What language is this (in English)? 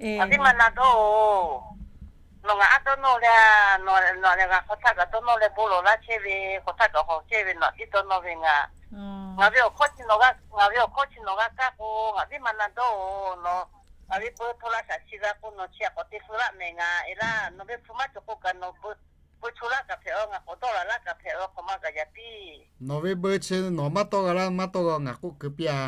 Lahu